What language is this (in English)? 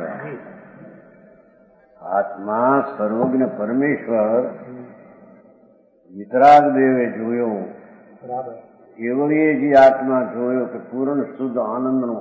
Gujarati